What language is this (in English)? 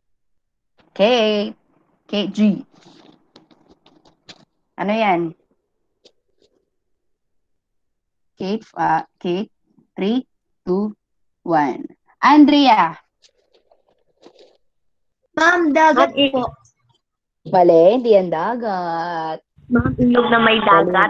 Filipino